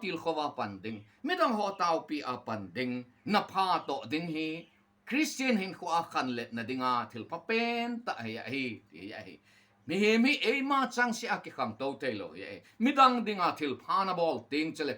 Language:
Thado Chin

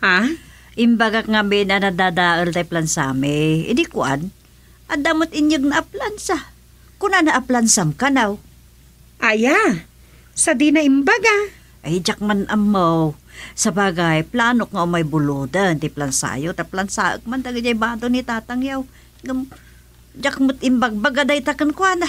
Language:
Iloko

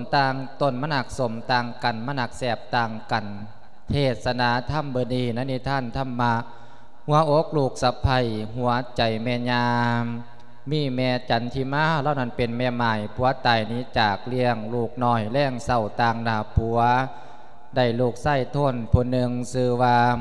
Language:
Lao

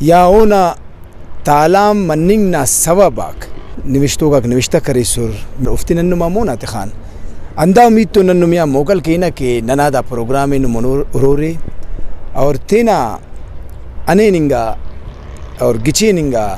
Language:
Brahui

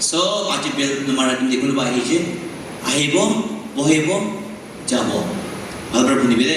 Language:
Naga Pidgin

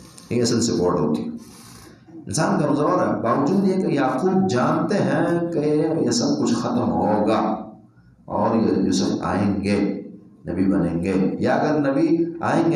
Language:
Urdu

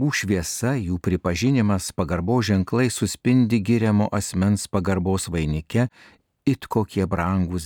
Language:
Lithuanian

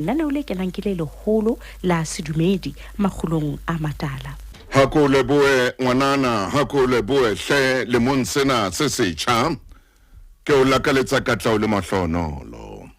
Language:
Southern Sotho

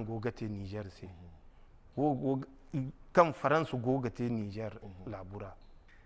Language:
Zarma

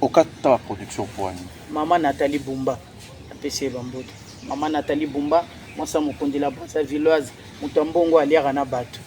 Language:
Lingala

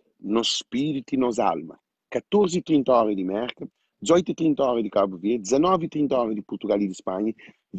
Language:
Kabuverdianu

